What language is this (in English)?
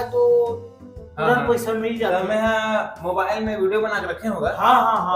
Chhattisgarhi